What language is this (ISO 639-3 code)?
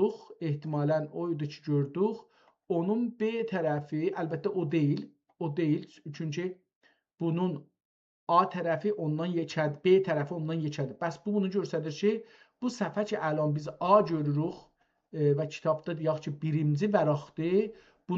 azb